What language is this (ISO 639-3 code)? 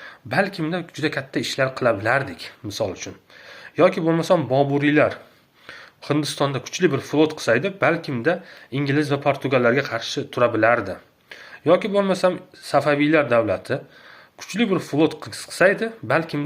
uzb